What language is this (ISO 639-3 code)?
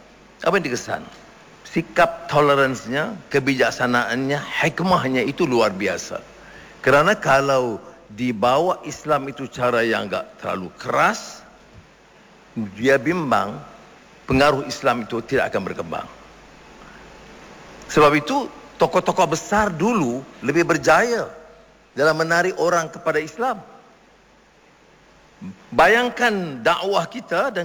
msa